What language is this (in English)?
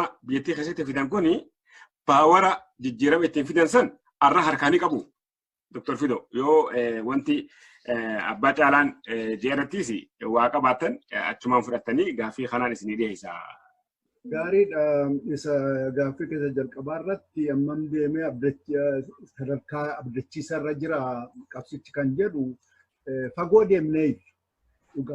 Oromo